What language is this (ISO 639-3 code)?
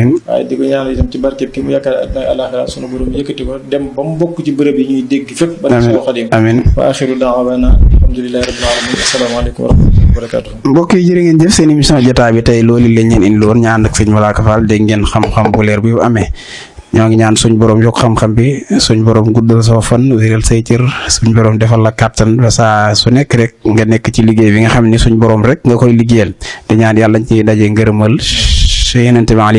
wol